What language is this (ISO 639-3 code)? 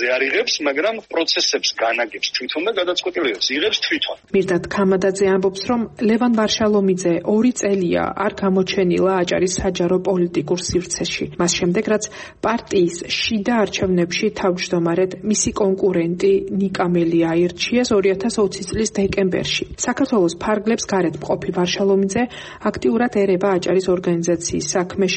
kat